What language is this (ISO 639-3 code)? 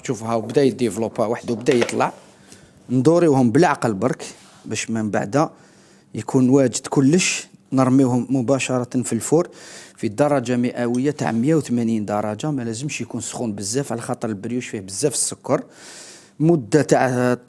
arq